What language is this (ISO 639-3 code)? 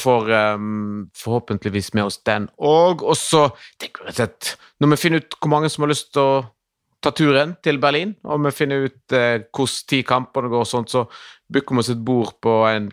nor